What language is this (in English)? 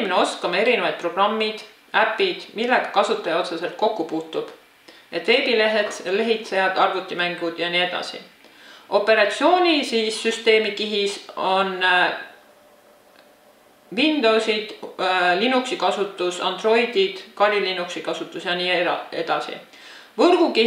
Estonian